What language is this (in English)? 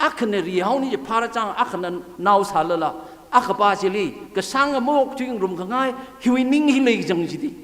Tangkhul Naga (India)